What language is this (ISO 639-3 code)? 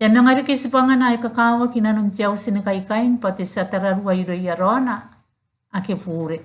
gil